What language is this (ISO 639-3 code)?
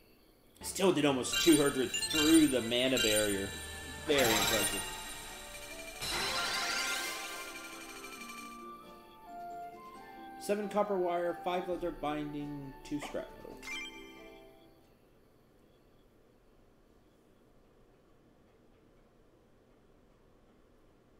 eng